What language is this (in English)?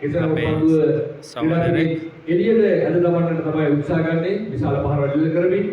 Sinhala